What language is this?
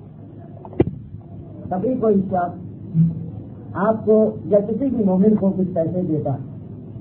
Urdu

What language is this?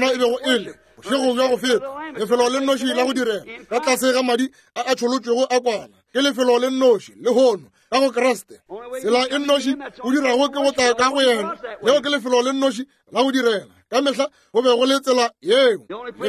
Northern Sotho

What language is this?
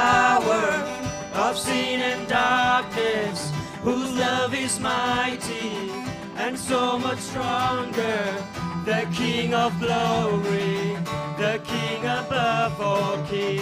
Tangkhul Naga (India)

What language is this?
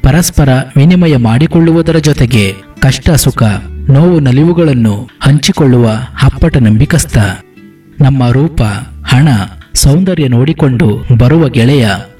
Kannada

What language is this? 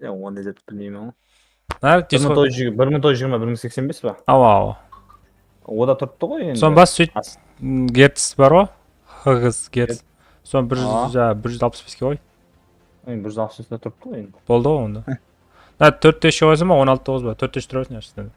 Kara-Kalpak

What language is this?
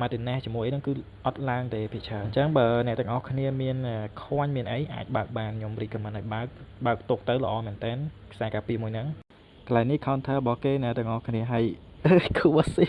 Khmer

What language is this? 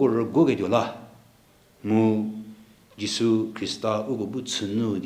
Angami Naga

